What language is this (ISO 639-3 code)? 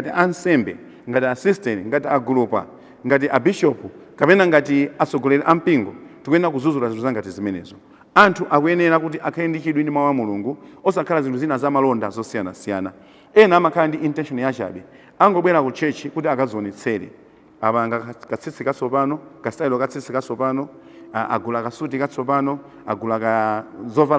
nya